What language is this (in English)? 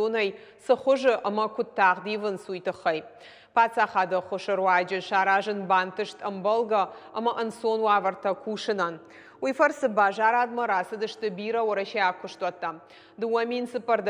Ossetic